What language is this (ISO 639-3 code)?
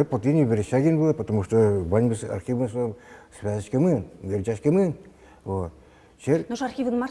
udm